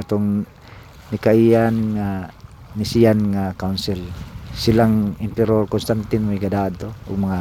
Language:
Cebuano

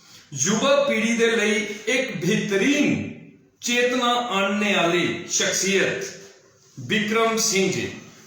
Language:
Dogri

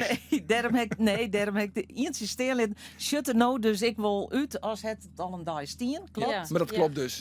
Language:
Western Frisian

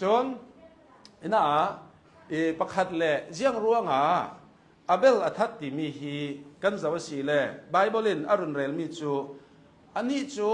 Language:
Hakha Chin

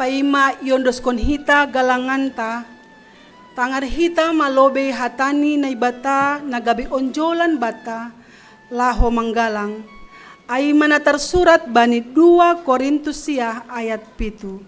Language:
Batak Simalungun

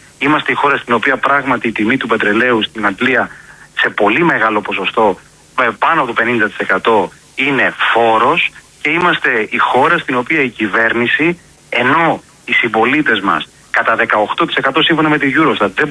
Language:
Greek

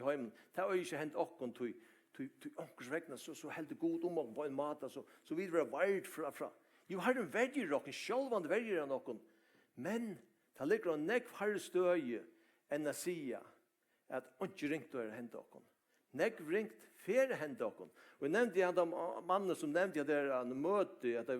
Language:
Faroese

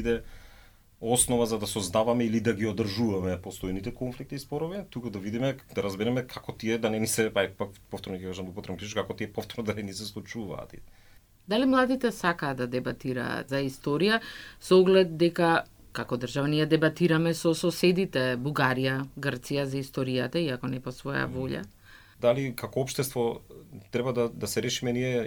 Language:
Macedonian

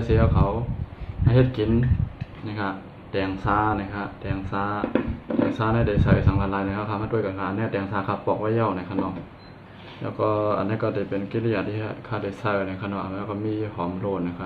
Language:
Shan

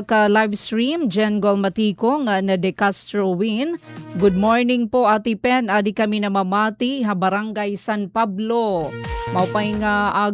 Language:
Waray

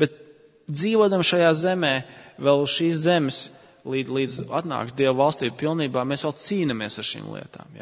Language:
Latvian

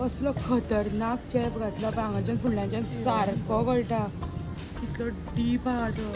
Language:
Konkani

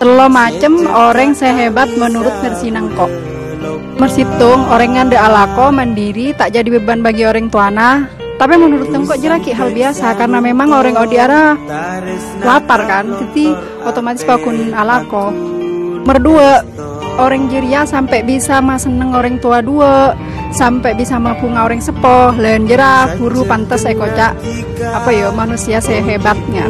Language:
Madurese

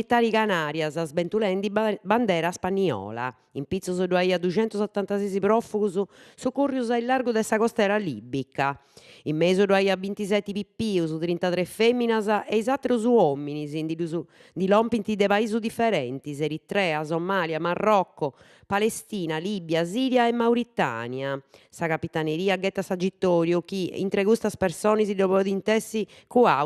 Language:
Sardinian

